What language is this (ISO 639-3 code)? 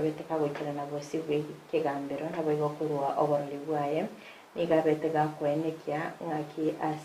guz